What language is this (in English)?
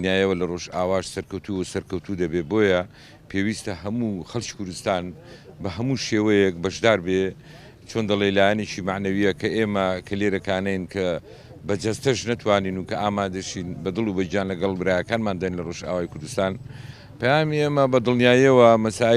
Central Kurdish